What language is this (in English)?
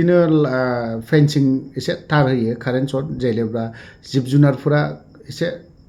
Bodo